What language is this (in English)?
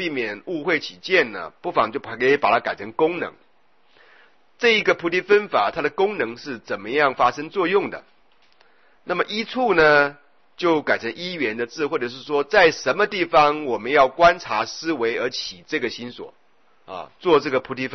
Chinese